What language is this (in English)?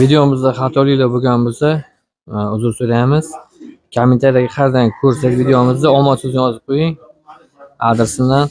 Uzbek